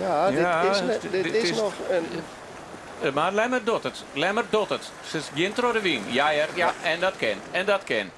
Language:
Western Frisian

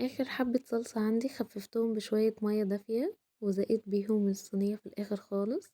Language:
Egyptian Arabic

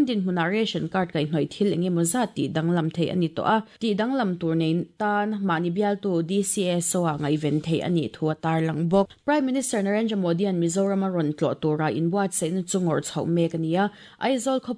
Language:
Mizo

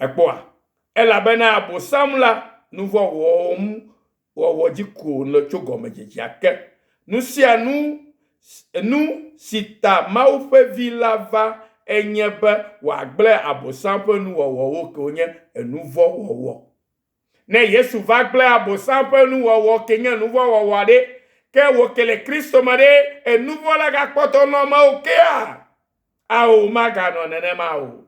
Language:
Ewe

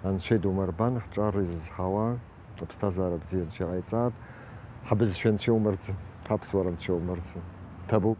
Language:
Abkhazian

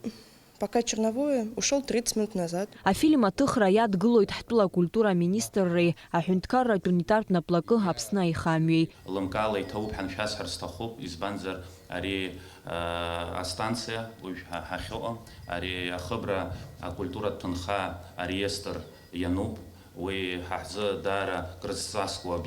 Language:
Abkhazian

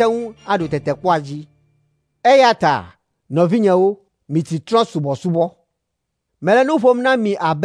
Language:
Ewe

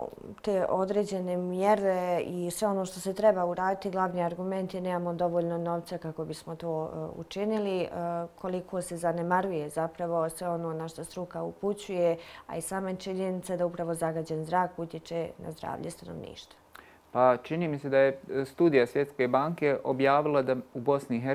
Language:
Bosnian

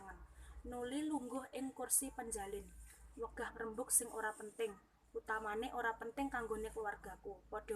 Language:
Javanese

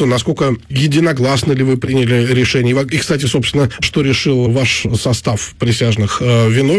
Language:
Russian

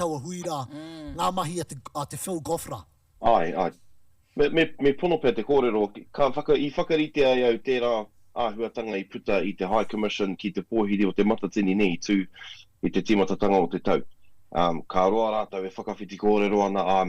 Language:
Māori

